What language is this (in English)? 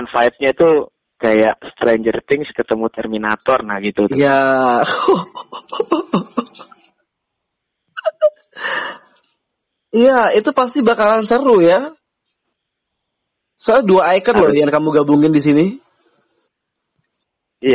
Indonesian